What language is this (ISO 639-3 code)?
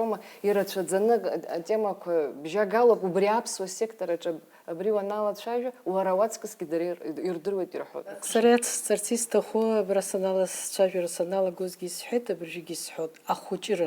abk